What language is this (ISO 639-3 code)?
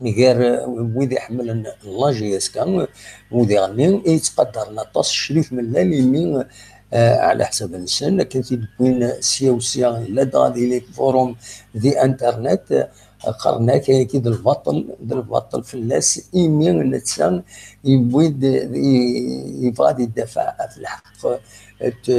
kab